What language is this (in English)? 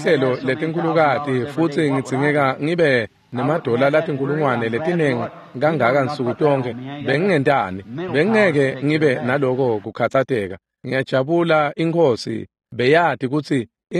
Swati